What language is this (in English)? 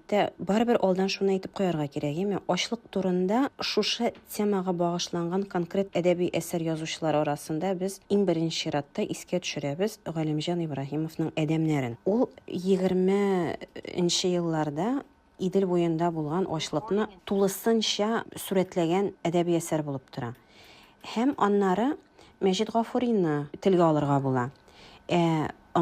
Tatar